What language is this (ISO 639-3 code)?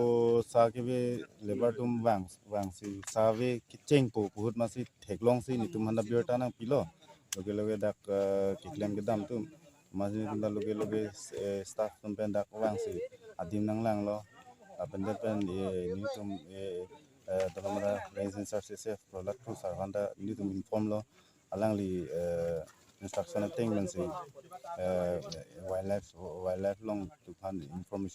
mjw